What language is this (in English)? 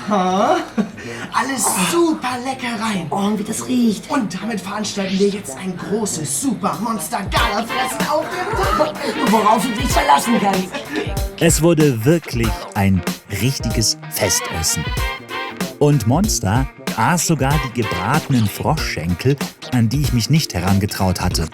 Swiss German